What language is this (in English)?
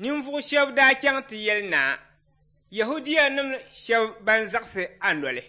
Dagbani